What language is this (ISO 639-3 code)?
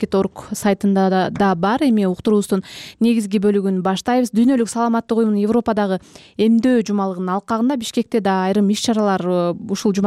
kir